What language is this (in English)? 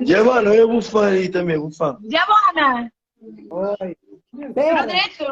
Kabuverdianu